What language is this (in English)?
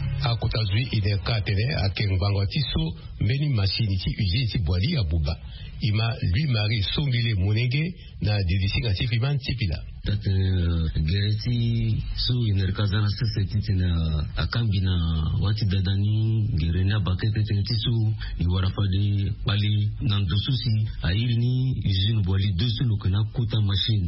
Sango